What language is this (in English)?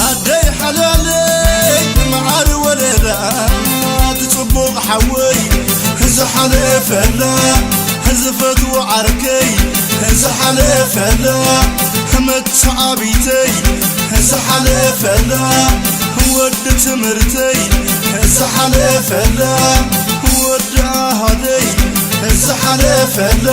Tigrinya